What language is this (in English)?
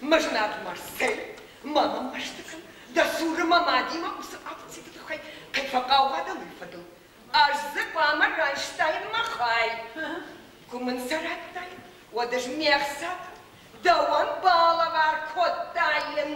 Ossetic